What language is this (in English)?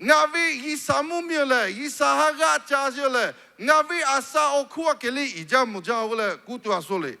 Lahu